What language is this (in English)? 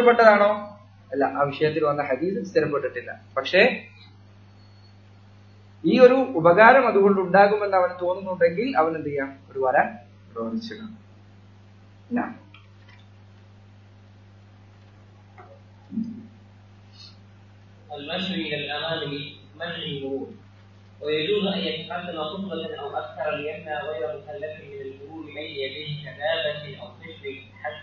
Malayalam